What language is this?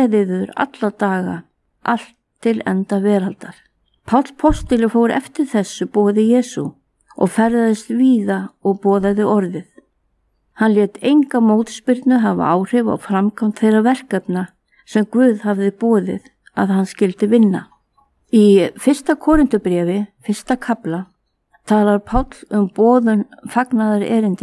Icelandic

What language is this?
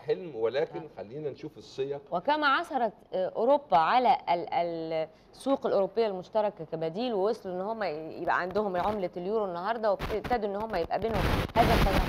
Egyptian Arabic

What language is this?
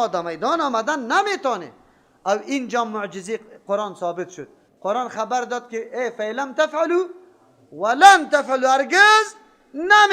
Persian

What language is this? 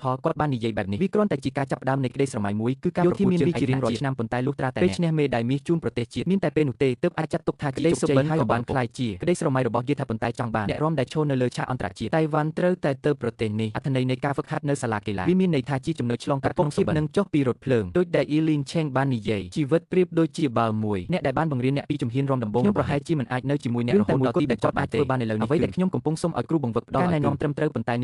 Khmer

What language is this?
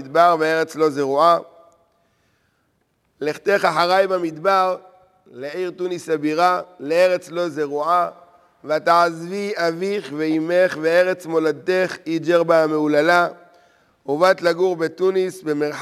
Hebrew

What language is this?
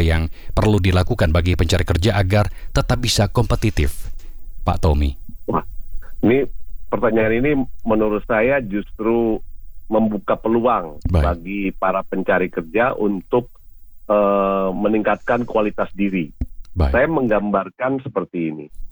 Indonesian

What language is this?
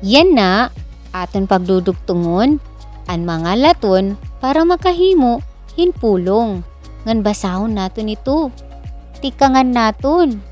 Waray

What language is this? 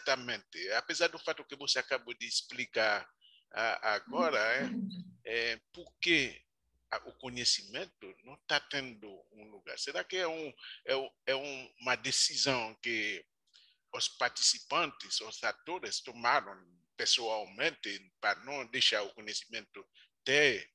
Portuguese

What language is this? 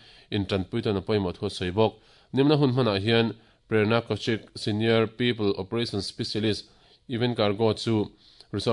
Mizo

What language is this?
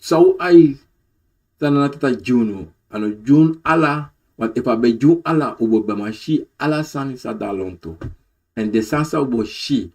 Sranan Tongo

